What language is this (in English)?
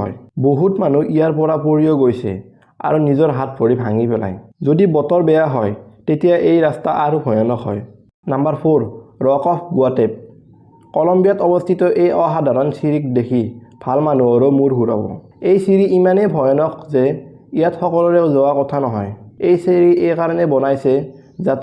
Assamese